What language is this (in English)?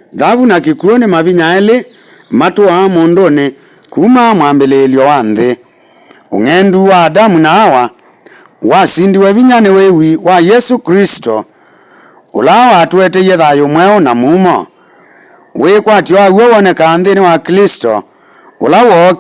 Kamba